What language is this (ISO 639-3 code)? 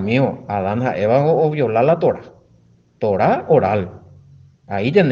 grn